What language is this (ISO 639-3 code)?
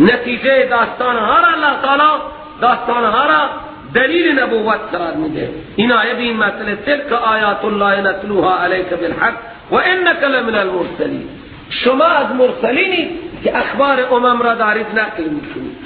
fas